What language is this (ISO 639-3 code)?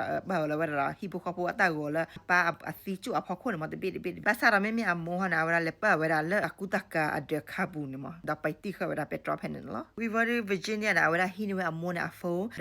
ksw